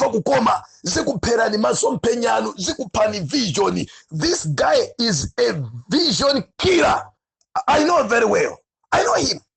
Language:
Nyanja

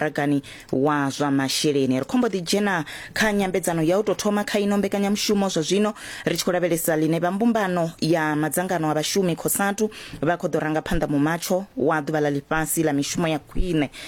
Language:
Venda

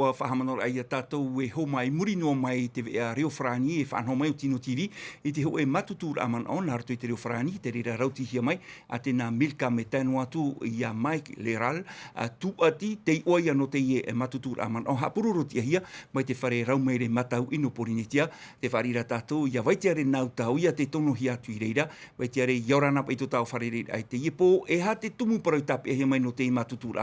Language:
Tahitian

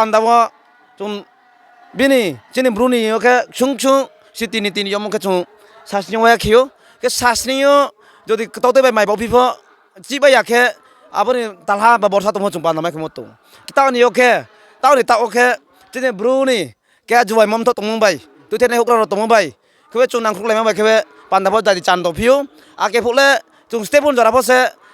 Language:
Riang (India)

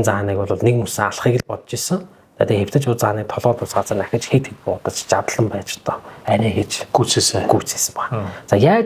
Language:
Mongolian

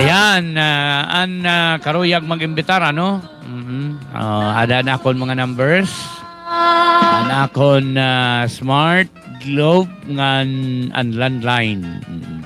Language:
Waray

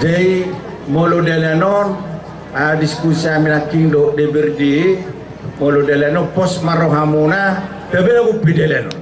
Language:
Batak Toba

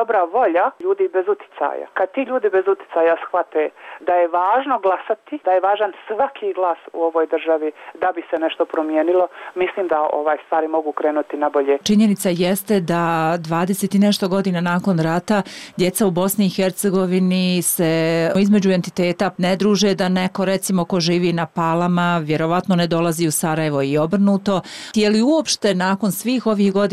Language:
Bosnian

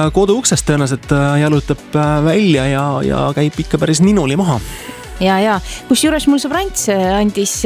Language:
Estonian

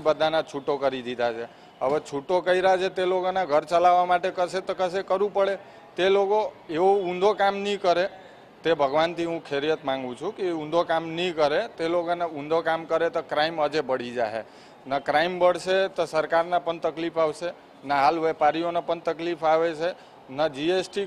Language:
Gujarati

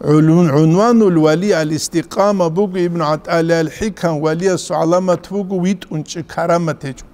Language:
Avaric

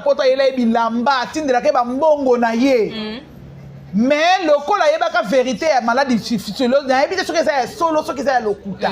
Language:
Lingala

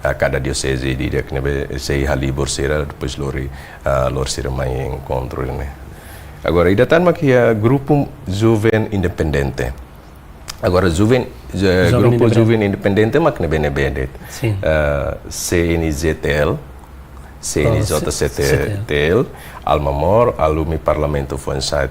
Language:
Tetum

